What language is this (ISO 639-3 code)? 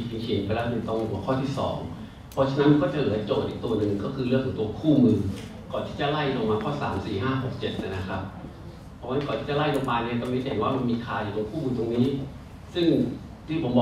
tha